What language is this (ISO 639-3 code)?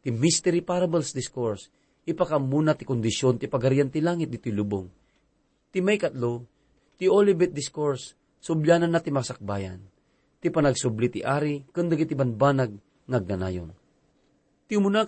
ilo